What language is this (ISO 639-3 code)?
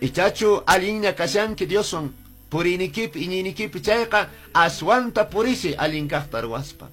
que